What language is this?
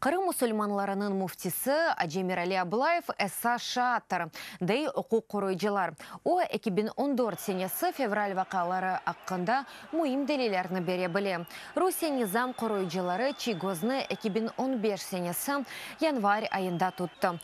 Crimean Tatar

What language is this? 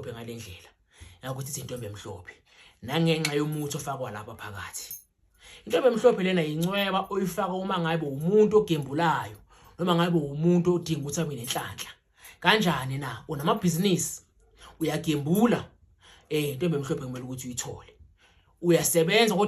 Zulu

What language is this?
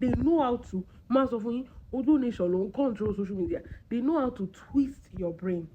Yoruba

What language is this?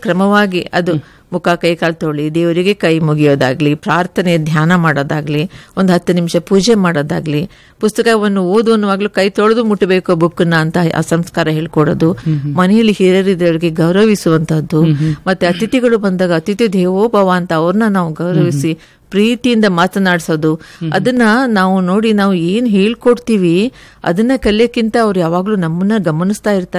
Kannada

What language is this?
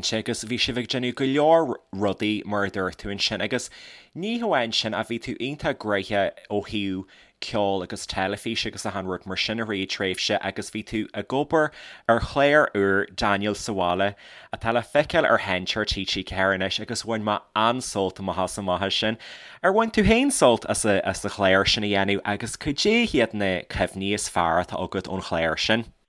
Irish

